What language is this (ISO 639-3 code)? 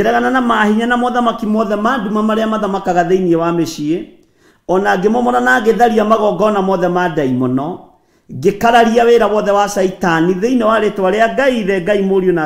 kik